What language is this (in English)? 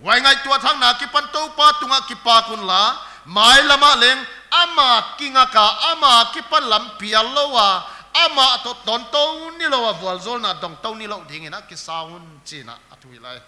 Paite Chin